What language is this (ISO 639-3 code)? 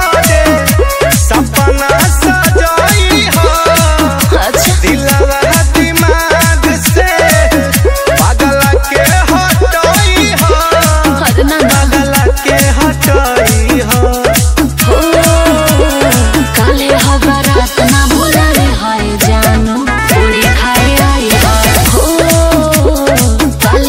bho